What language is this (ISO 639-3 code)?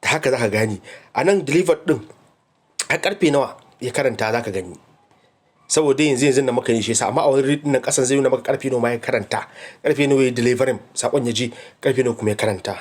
hau